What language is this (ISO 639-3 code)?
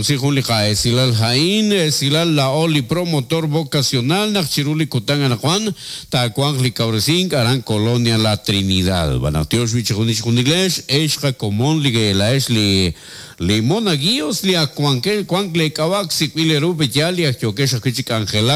kek